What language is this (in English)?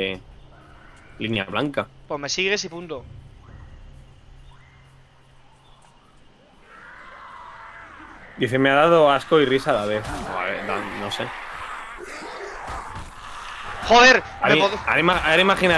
Spanish